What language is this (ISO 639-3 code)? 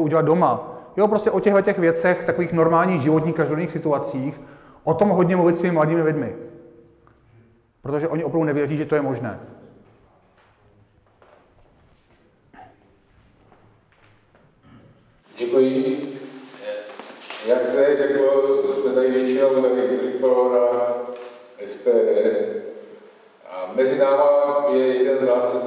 ces